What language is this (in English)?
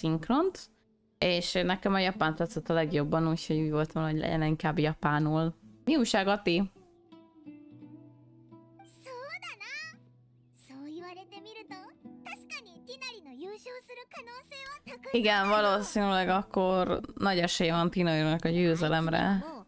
Hungarian